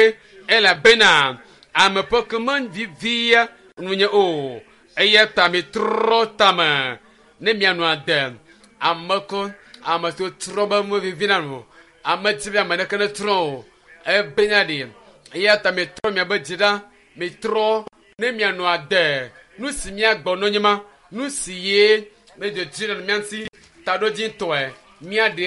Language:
Ewe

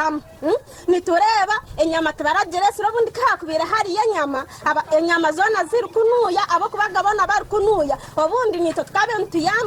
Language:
Nyankole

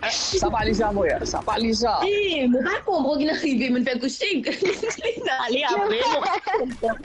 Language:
Morisyen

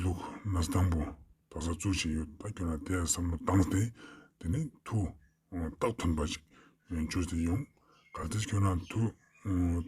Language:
Ladakhi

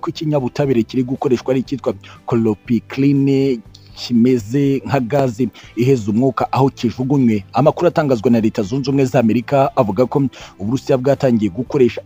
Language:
Kinyarwanda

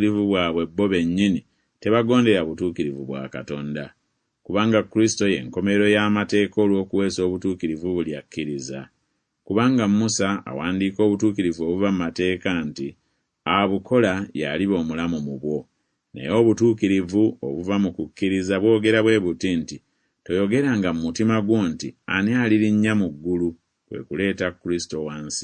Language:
Ganda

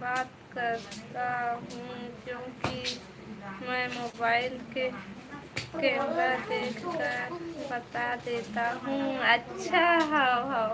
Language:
Chhattisgarhi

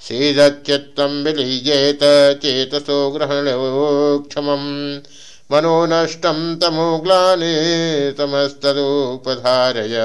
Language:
Sanskrit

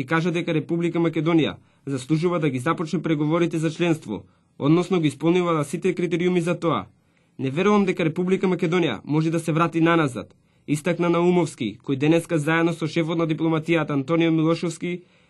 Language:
Macedonian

